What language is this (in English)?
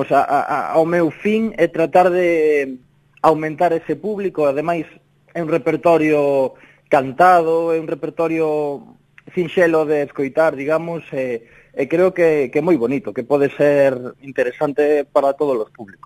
Galician